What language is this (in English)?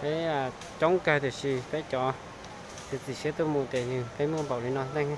Hmong